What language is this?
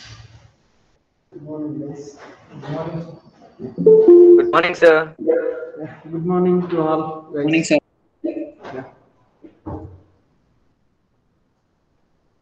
English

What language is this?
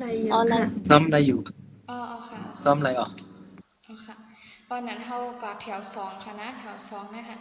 Shan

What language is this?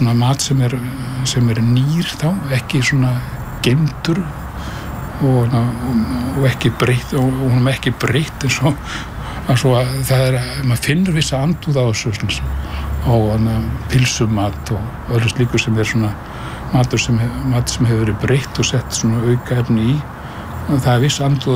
Icelandic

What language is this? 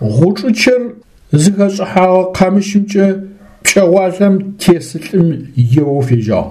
Adyghe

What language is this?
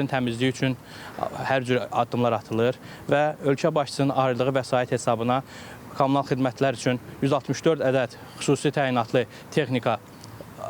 Azerbaijani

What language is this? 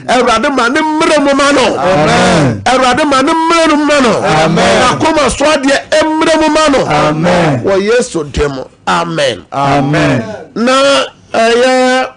Akan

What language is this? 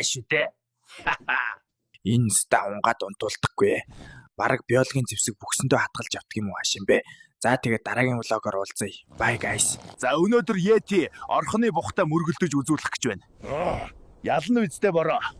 Mongolian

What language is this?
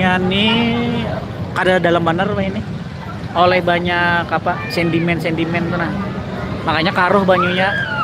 Banjar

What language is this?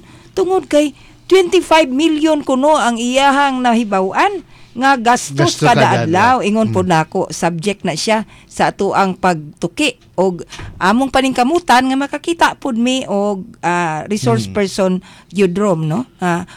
Cebuano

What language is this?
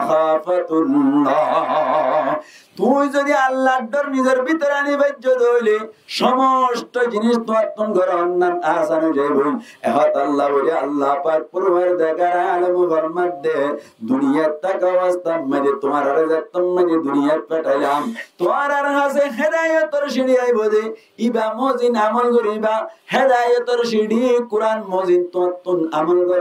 Rohingya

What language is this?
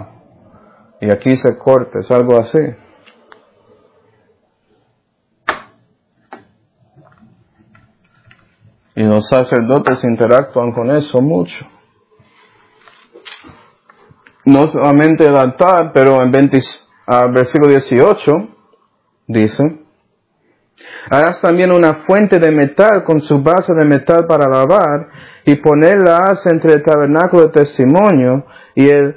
Spanish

